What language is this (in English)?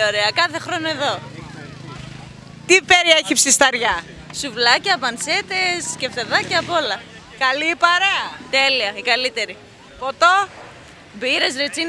Greek